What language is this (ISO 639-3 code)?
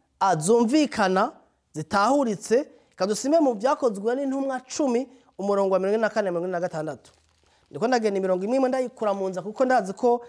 run